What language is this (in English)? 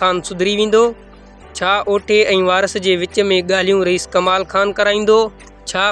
Sindhi